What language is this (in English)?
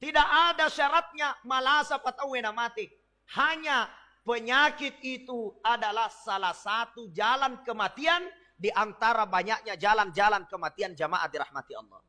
Buginese